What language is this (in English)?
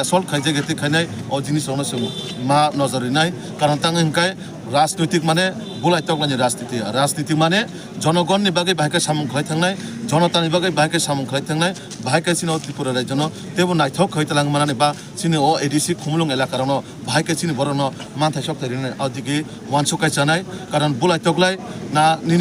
Kok Borok